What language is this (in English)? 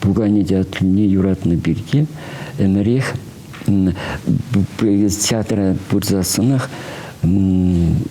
Chuvash